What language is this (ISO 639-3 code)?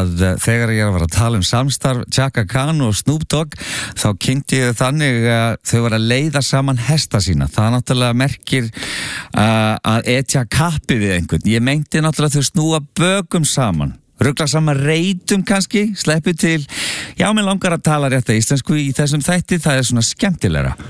isl